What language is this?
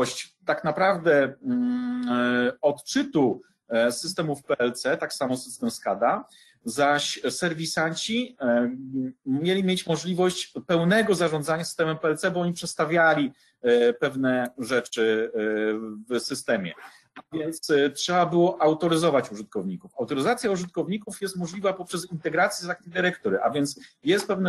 Polish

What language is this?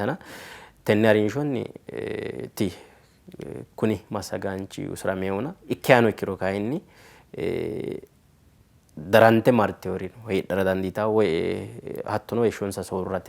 Sidamo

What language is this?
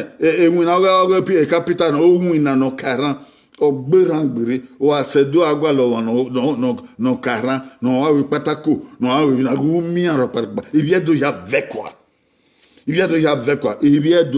Bini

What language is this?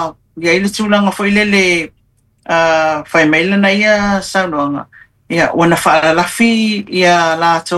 Samoan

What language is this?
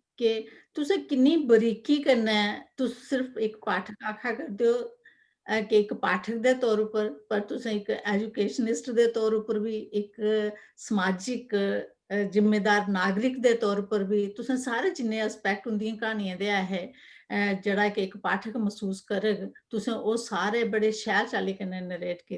Dogri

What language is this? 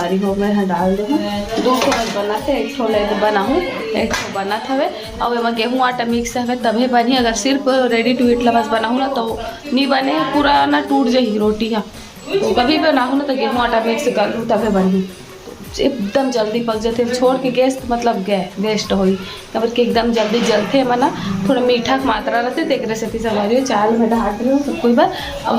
Chhattisgarhi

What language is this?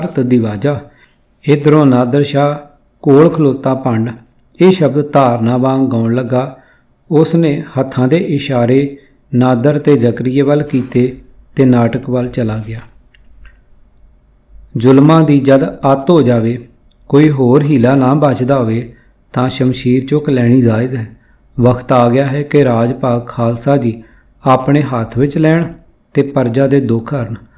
Punjabi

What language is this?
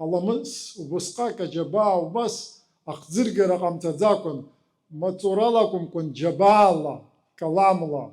Abkhazian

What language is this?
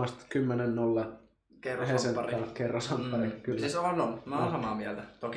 Finnish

